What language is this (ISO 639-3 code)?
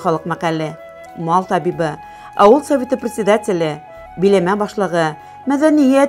bak